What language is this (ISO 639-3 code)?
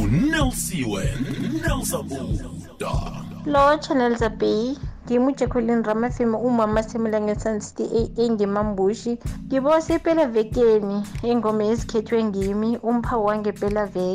nbl